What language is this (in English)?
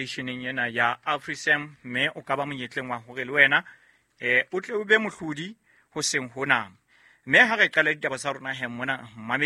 Southern Sotho